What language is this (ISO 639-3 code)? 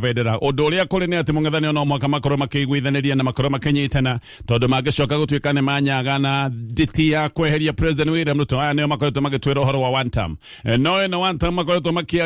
kik